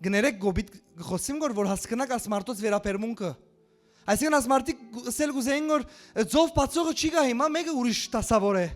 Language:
Western Armenian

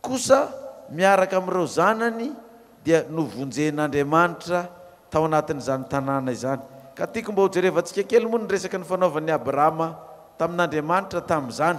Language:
Malagasy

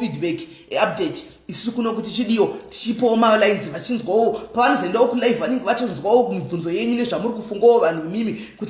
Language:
Shona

